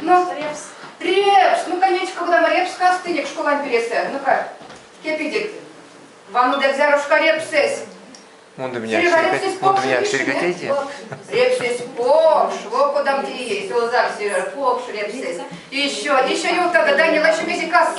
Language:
Erzya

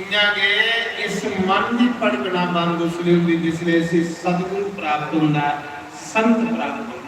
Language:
Dogri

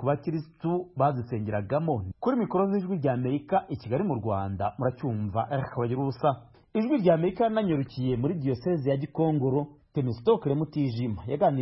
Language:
Kinyarwanda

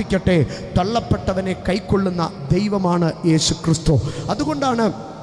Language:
Malayalam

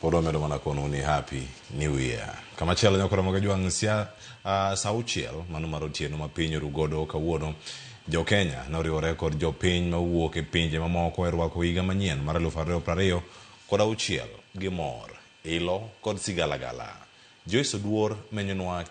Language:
Luo (Kenya and Tanzania)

